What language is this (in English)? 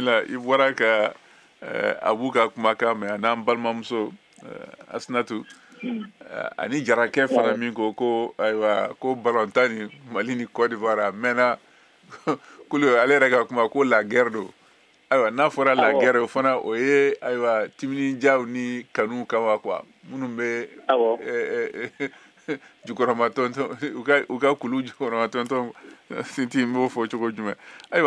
Bambara